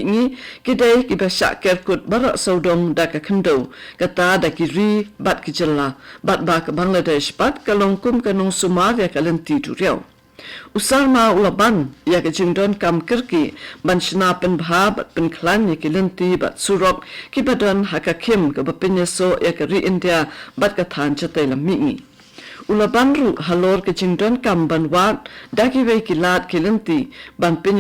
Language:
Khasi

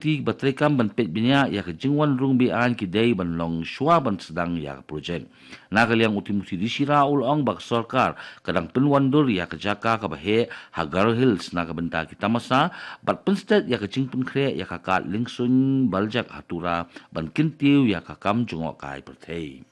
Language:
Khasi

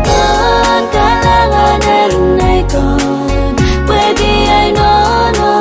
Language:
Pohnpeian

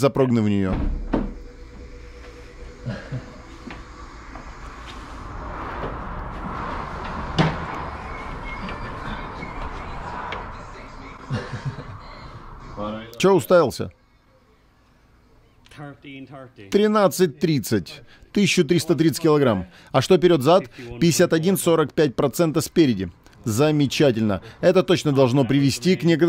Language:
Russian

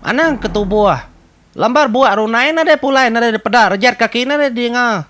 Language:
Iban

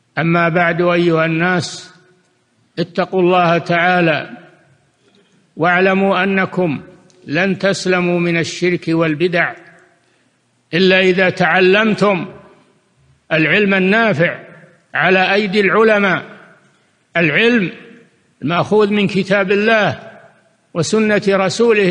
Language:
Arabic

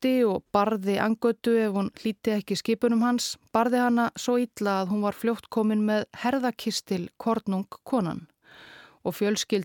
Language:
Icelandic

